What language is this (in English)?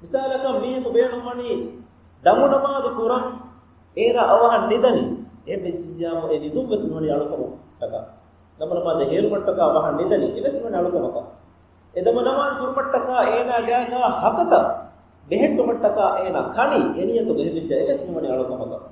Divehi